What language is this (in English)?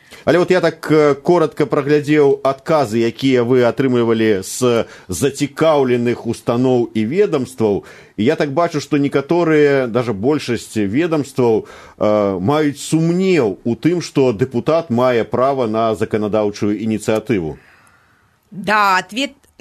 Belarusian